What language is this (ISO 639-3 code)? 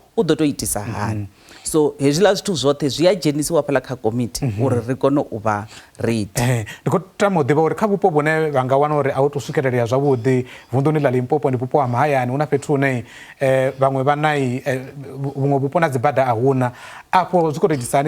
ven